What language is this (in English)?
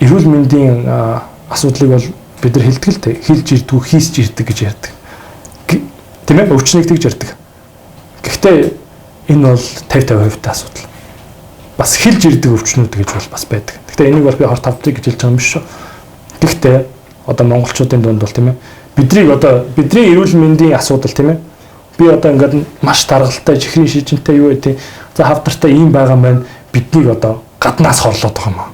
Mongolian